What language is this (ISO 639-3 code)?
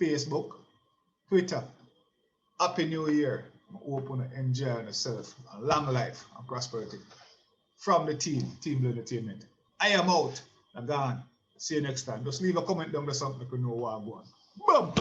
jam